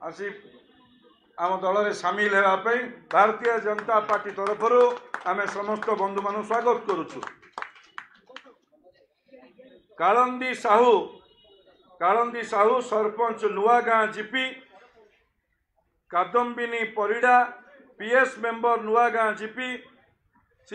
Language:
Odia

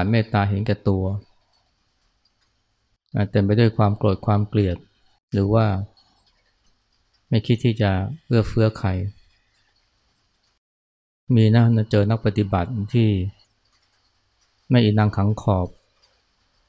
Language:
Thai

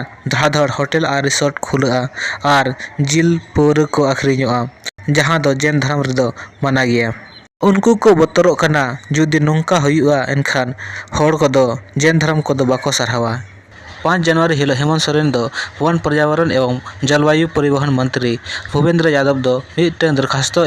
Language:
Santali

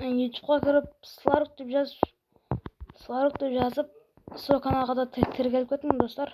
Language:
Kara-Kalpak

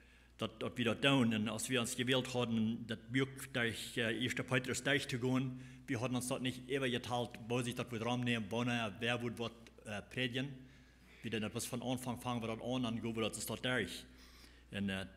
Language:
Plautdietsch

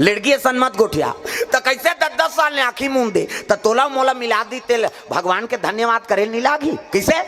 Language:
Chhattisgarhi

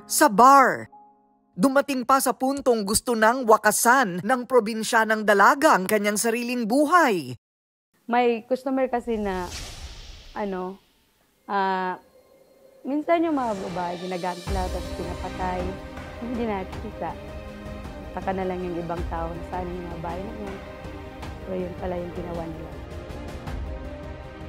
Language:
Filipino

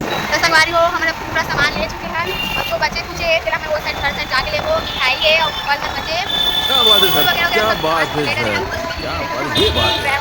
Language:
Chhattisgarhi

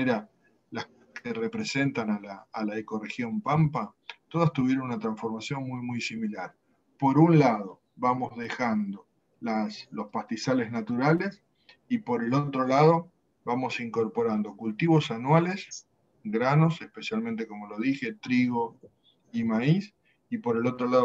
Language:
Spanish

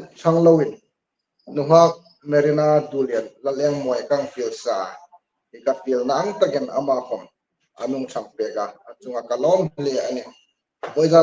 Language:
Hmar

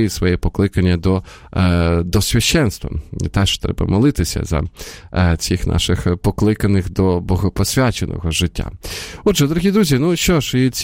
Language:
Ukrainian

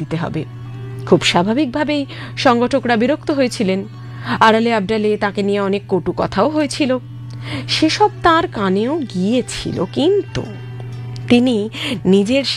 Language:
Bangla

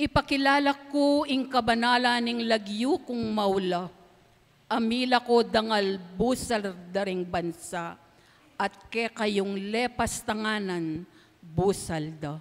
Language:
Pampanga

